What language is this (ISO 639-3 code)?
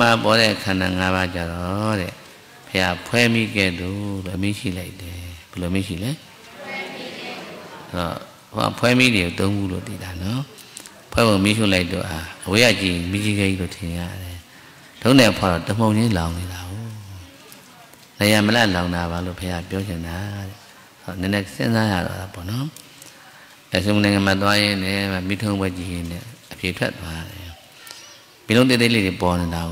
mya